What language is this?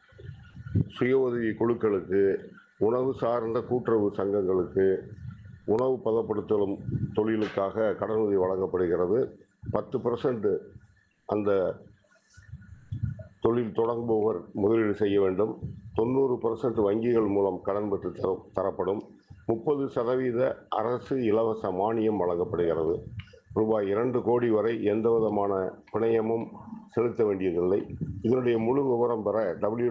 Tamil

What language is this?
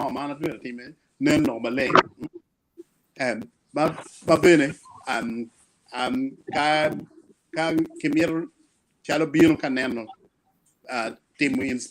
Acoli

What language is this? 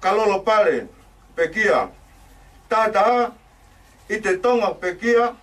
Tongan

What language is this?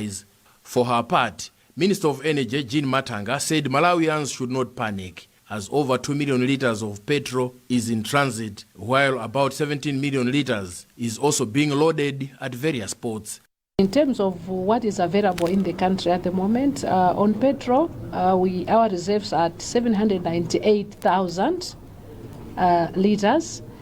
English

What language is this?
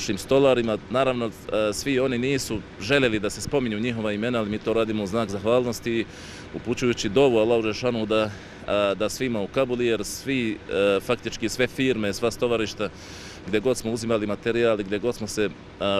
Bosnian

